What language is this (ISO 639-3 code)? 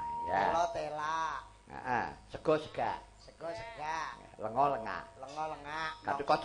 jav